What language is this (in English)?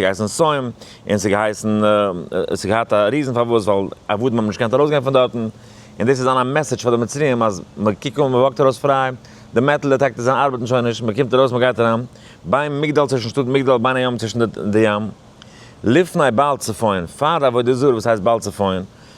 Yiddish